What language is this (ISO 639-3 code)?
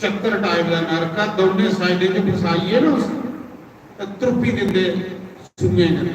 doi